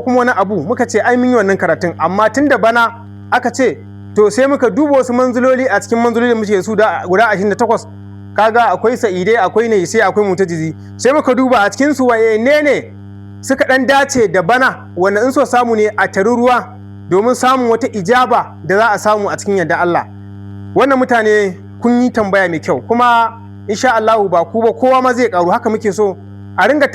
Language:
Hausa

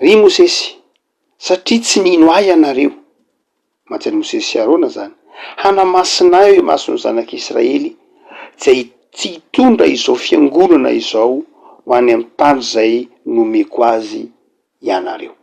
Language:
Malagasy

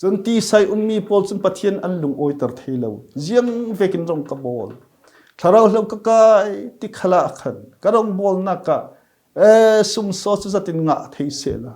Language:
Falam Chin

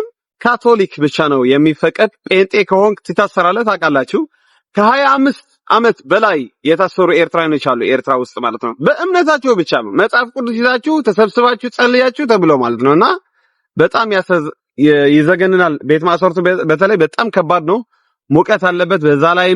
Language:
Amharic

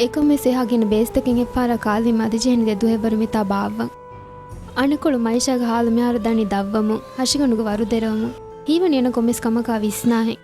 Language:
Divehi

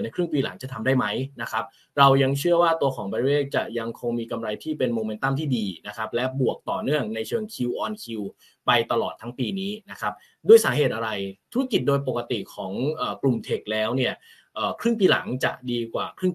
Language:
Thai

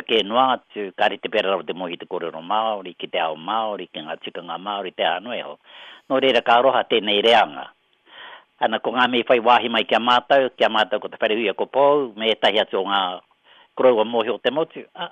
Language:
Māori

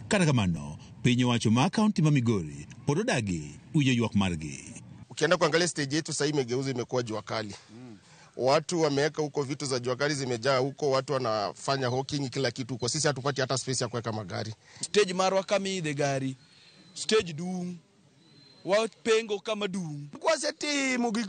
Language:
Luo (Kenya and Tanzania)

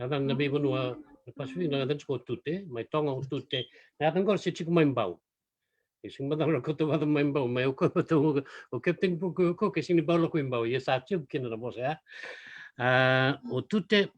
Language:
Fijian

